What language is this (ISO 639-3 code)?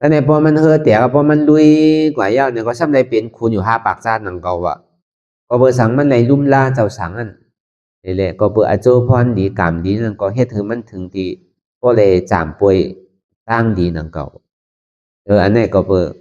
shn